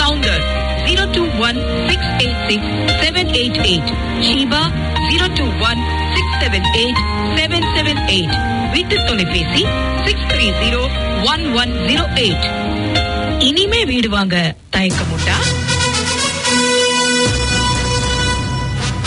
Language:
Tamil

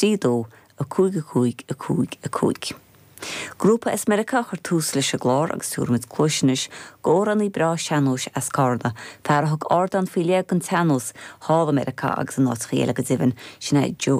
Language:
Irish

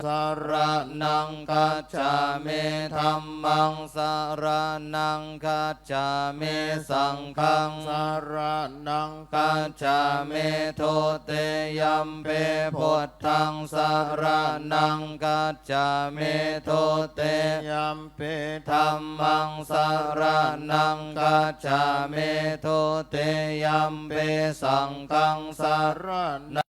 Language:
Pali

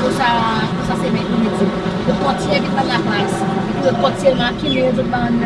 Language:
Seselwa Creole French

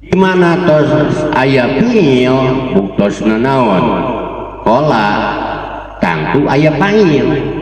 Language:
Sundanese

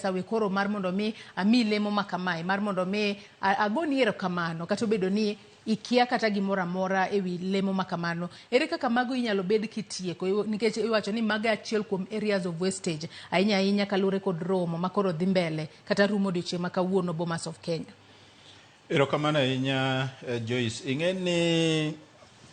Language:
Luo (Kenya and Tanzania)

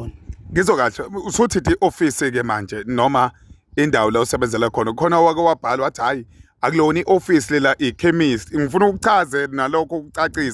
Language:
Zulu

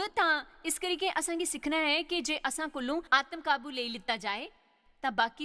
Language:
Dogri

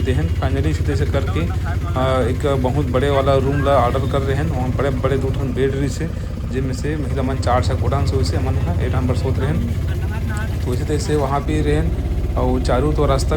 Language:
Chhattisgarhi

